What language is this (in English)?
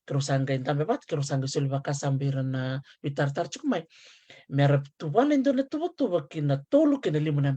Fijian